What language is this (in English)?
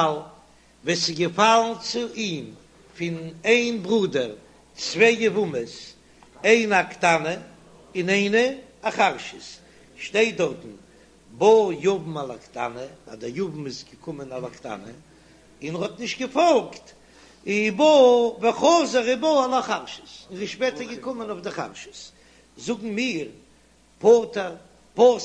Yiddish